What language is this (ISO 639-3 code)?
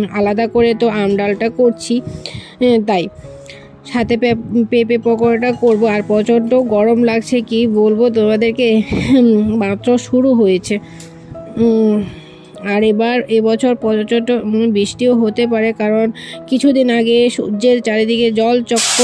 ben